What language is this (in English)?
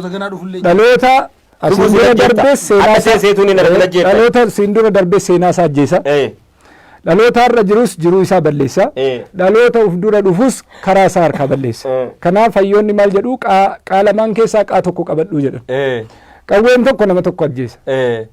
Oromo